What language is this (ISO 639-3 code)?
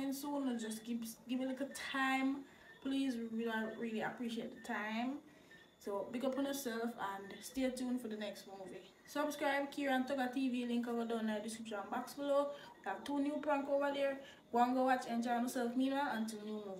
jam